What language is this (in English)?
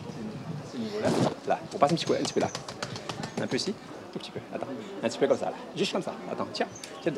Réunion Creole French